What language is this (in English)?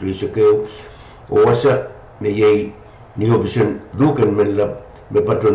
Pohnpeian